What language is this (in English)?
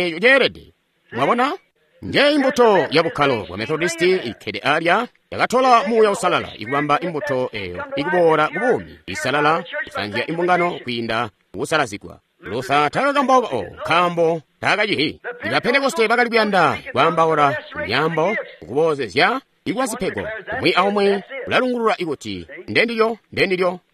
Tonga (Zambia)